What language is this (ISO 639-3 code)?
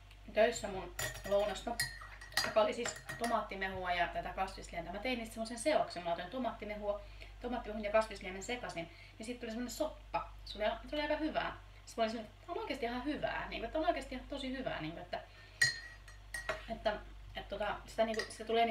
fin